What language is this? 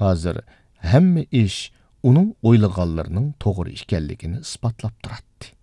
Uyghur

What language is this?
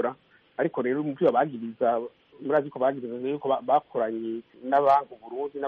Kinyarwanda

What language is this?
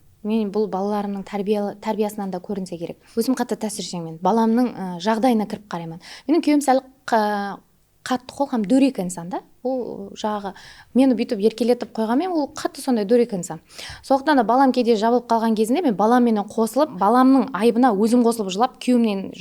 Kara-Kalpak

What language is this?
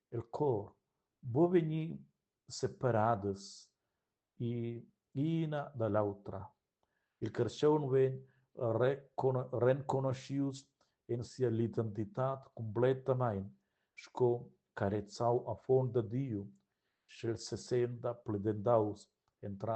Romansh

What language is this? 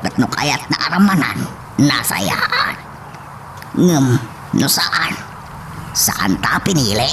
Iloko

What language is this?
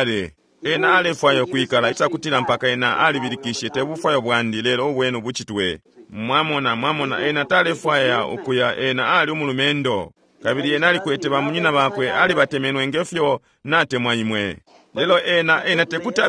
Bemba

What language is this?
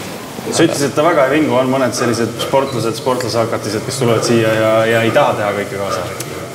Estonian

